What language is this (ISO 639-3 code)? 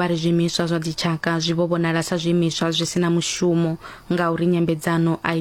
ven